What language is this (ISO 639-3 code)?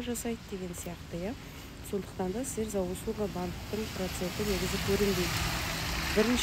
kaz